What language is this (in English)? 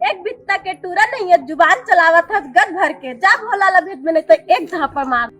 Chhattisgarhi